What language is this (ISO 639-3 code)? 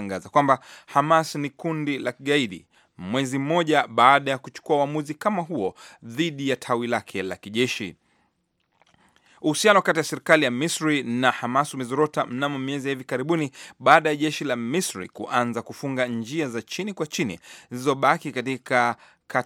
swa